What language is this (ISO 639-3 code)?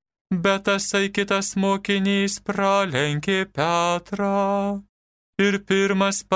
lit